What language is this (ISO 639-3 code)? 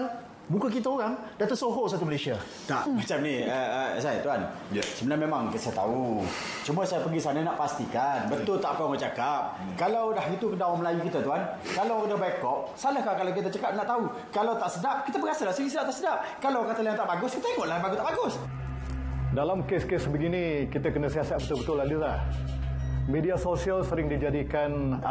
msa